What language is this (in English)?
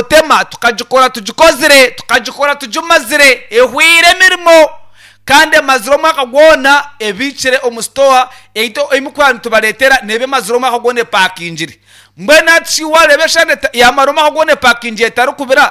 Nyankole